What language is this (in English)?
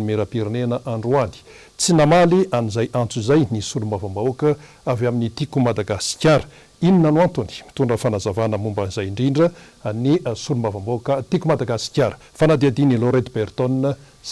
Malagasy